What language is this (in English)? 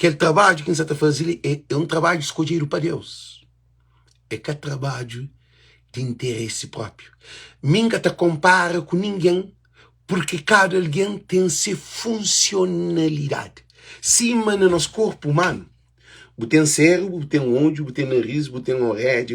Kabuverdianu